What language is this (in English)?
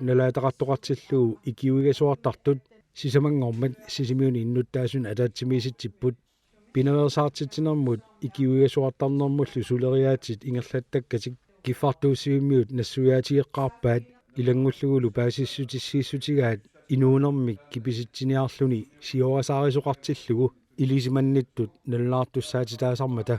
Kalaallisut